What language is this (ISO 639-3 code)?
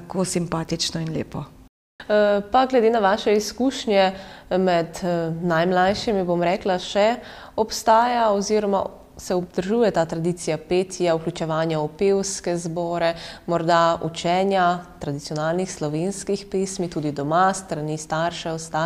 slv